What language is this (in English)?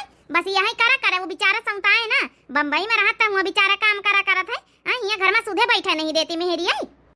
Awadhi